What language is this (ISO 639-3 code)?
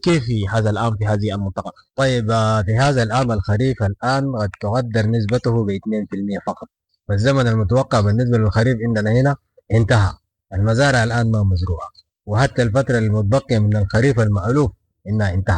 apd